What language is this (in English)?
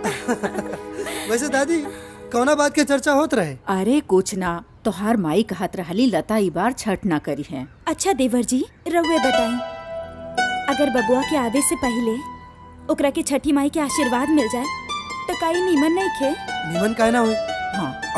Bhojpuri